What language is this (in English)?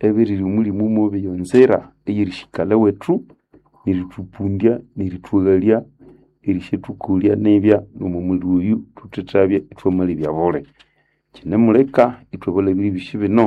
Nande